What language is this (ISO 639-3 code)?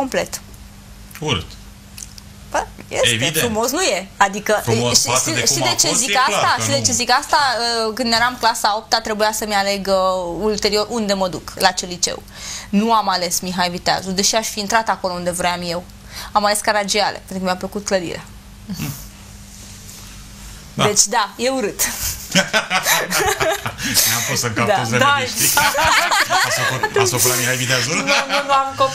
ron